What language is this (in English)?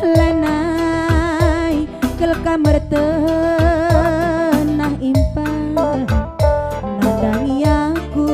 Batak Karo